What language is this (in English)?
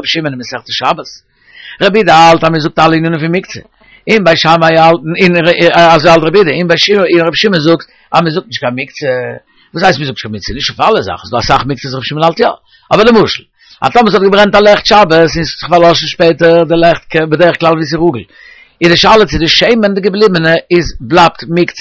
Yiddish